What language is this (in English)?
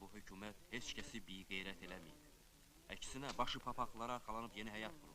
Azerbaijani